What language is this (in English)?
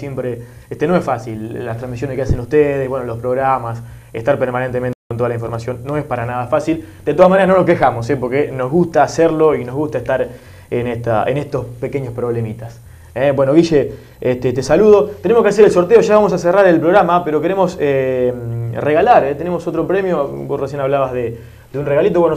Spanish